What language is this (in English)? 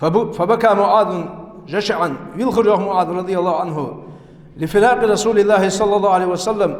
Ingush